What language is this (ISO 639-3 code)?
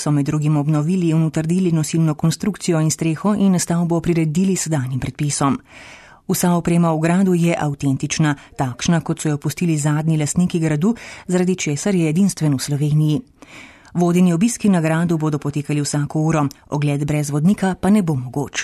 slv